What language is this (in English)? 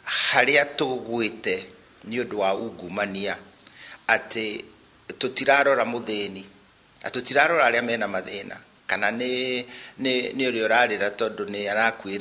Kikuyu